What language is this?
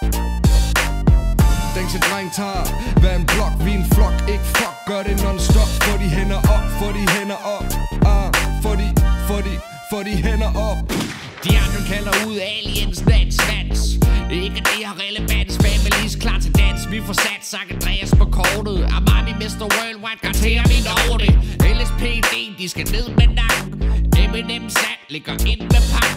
Danish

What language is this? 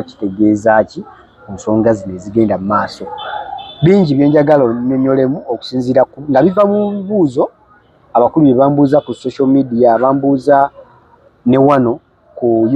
Ganda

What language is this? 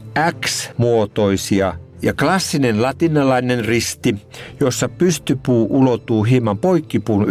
Finnish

